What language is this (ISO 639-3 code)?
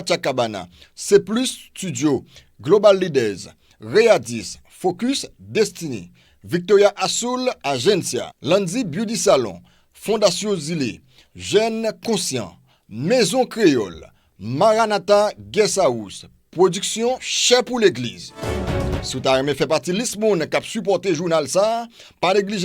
hat